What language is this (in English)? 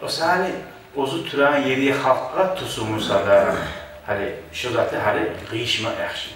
Kumyk